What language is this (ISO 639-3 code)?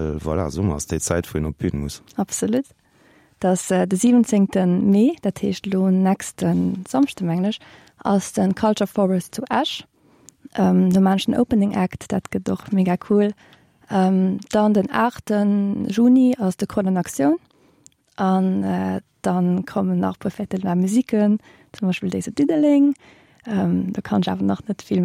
ltz